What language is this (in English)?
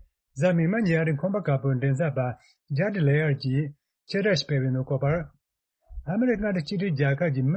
Tibetan